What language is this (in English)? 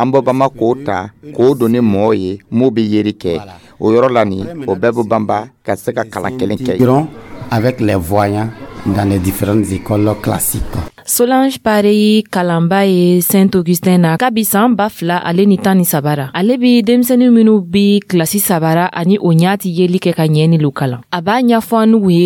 Dyula